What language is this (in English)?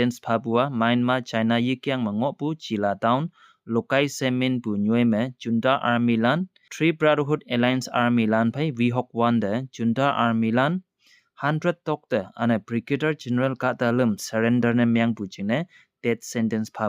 Konyak Naga